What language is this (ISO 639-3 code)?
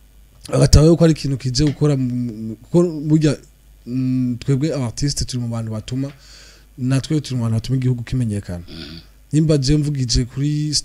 run